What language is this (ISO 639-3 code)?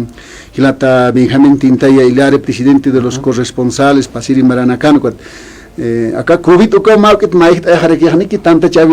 aym